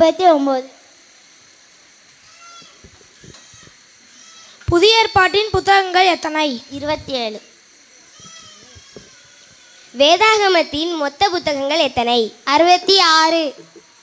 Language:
Tamil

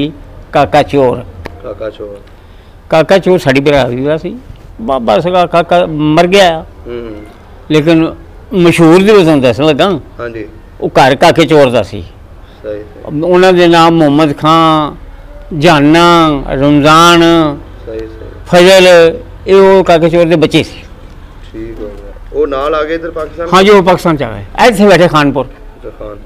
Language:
Punjabi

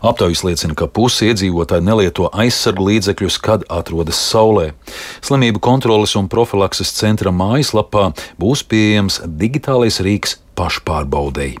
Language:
Latvian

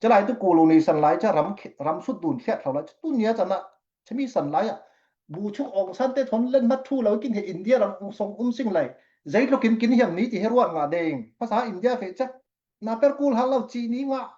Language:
Falam Chin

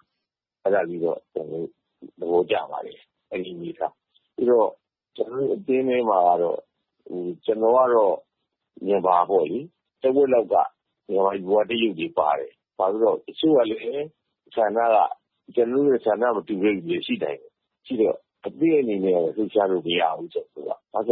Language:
Burmese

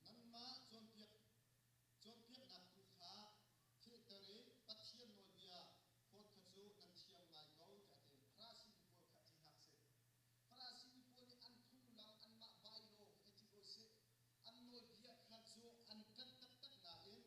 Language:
Hakha Chin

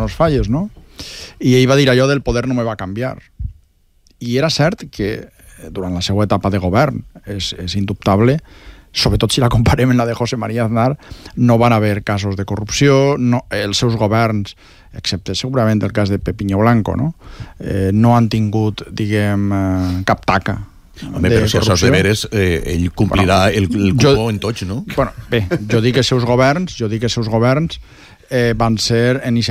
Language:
Catalan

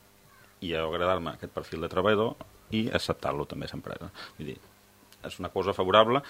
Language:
Catalan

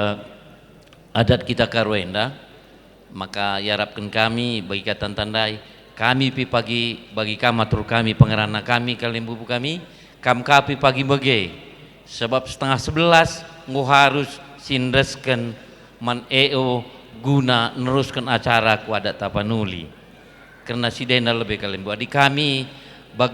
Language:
Batak Karo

